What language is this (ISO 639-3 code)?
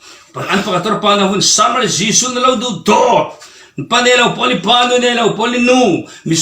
cfm